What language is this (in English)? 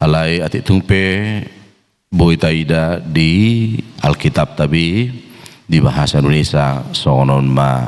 Batak Toba